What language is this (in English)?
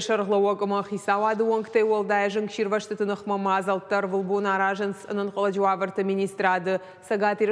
Ossetic